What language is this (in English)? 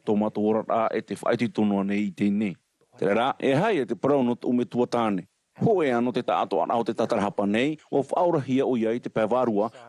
Tahitian